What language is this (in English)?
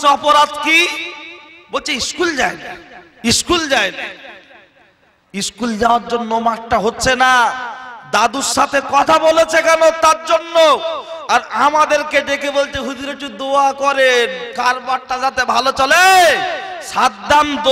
Bangla